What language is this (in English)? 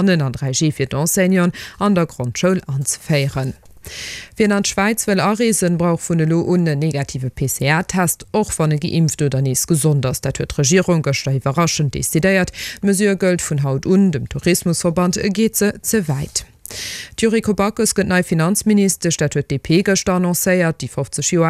Luxembourgish